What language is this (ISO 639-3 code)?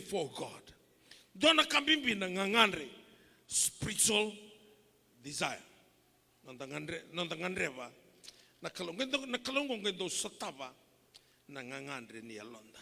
fij